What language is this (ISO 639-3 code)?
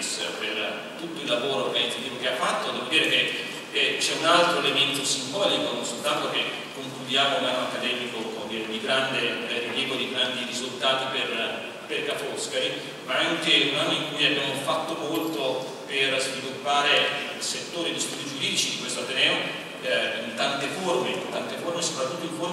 ita